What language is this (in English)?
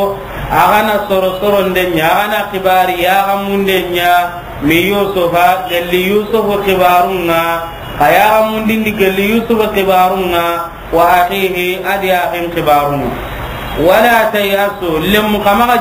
Soninke